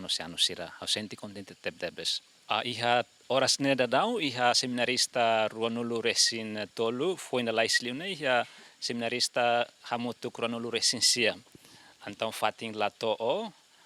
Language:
Tetum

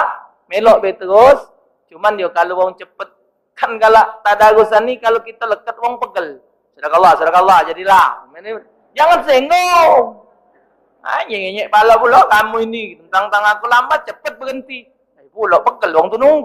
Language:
Musi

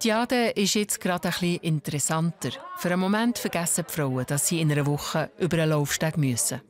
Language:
Swiss German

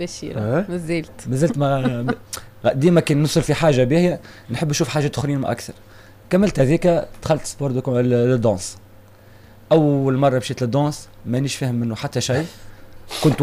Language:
Tunisian Arabic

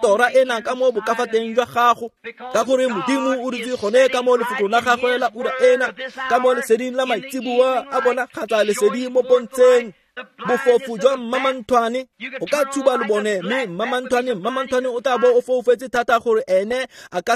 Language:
Tswana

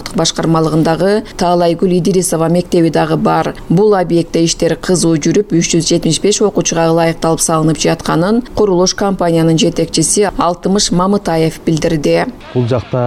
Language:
Kyrgyz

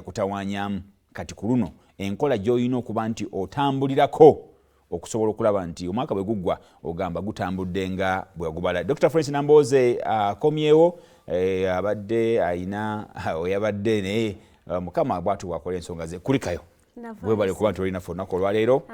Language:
Ganda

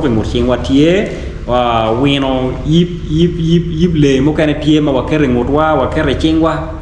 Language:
Acoli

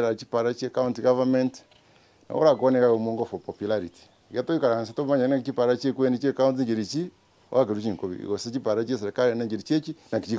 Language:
Gusii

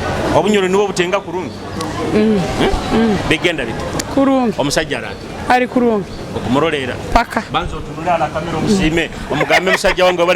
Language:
Nyoro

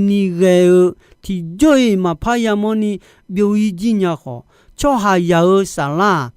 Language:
Akha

